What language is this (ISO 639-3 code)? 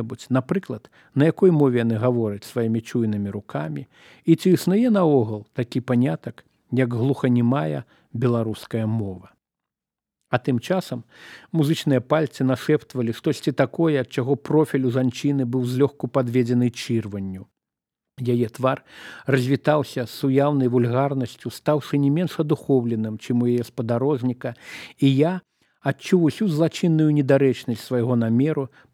bel